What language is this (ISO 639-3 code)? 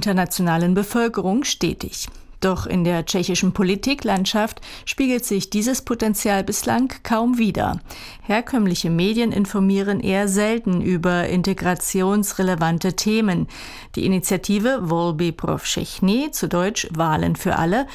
deu